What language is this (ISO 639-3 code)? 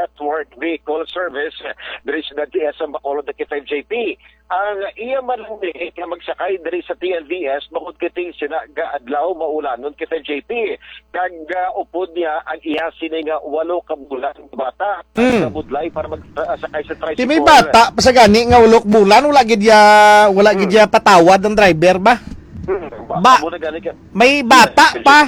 hil